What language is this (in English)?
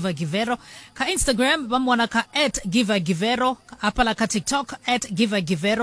Venda